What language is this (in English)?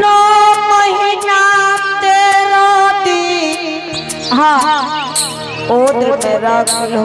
Angika